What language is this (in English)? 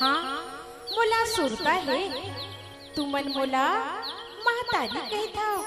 Chhattisgarhi